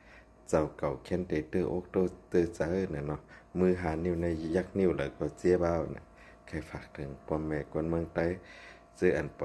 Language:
Shan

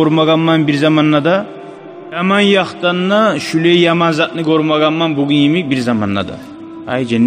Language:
Kumyk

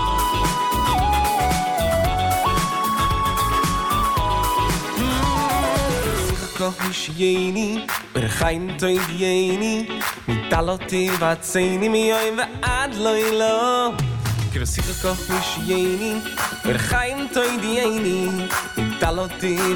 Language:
Hebrew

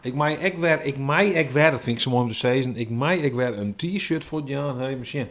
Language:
Western Frisian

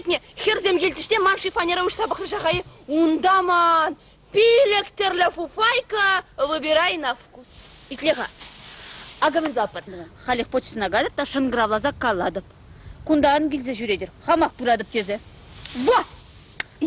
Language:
Chuvash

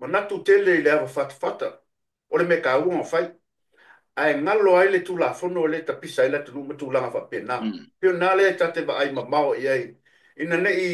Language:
Samoan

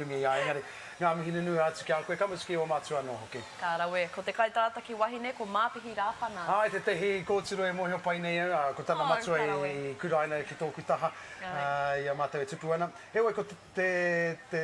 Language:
Māori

